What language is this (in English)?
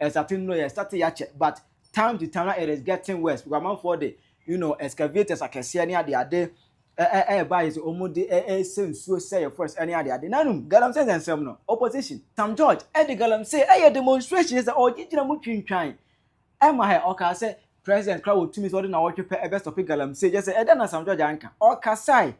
Akan